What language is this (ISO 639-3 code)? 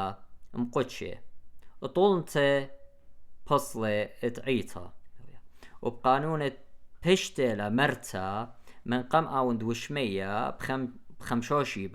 aii